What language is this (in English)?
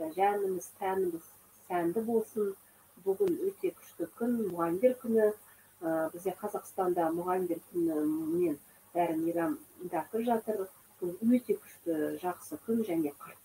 Kazakh